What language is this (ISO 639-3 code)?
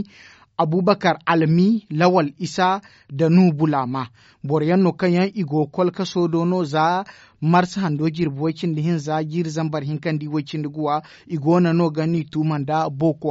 dje